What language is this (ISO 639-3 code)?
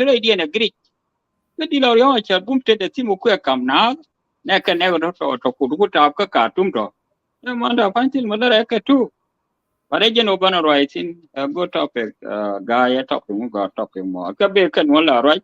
nus